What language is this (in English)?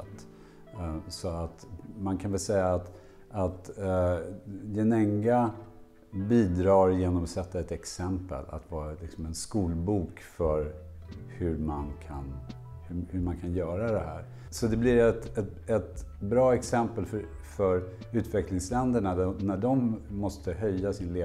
Swedish